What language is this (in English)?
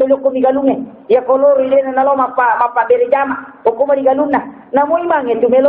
Buginese